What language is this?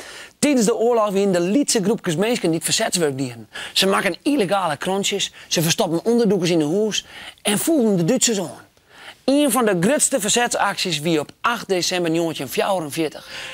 Western Frisian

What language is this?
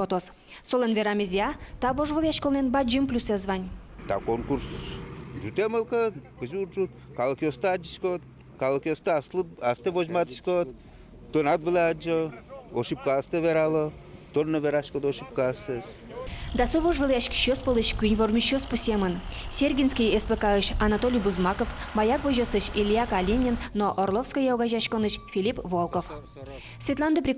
Udmurt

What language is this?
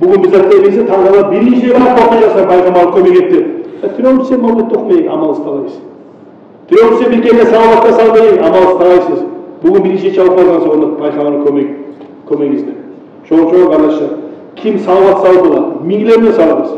Kumyk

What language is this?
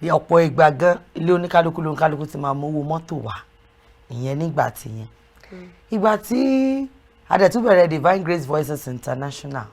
Yoruba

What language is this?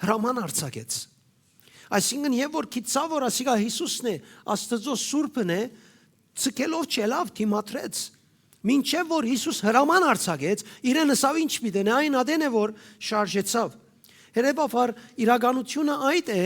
Western Armenian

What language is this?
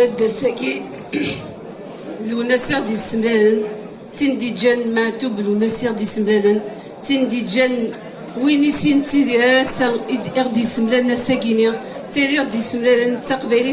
Kabyle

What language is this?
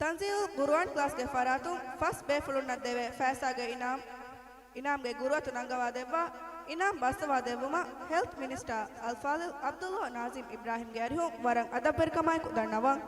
Divehi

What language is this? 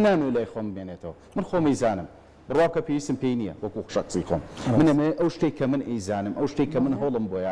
Central Kurdish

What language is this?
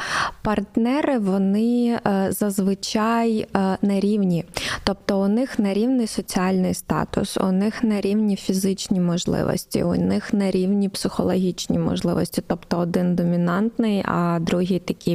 Ukrainian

